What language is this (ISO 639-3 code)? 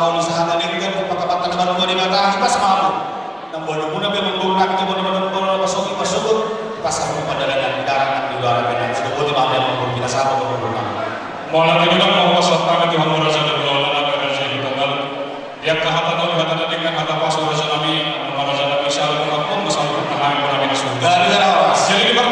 bbc